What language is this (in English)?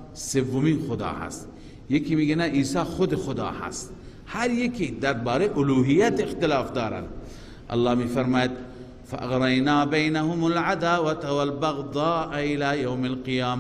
Persian